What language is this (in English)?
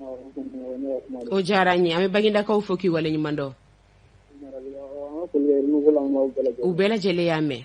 Bambara